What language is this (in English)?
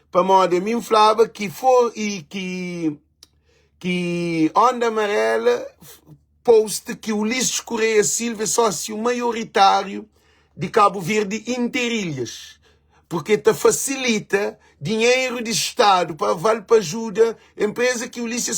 Kabuverdianu